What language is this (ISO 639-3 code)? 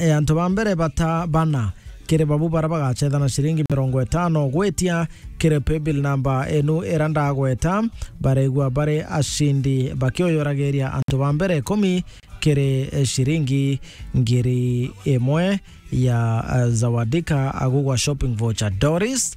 mer